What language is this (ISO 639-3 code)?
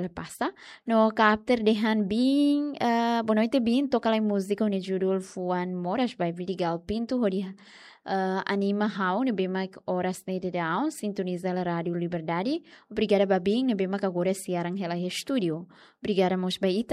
tet